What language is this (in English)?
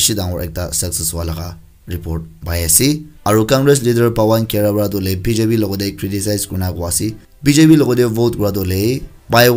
Naga Pidgin